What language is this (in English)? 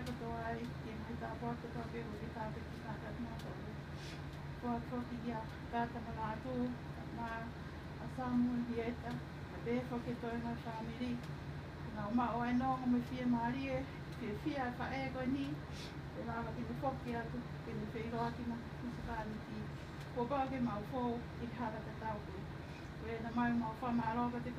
Tongan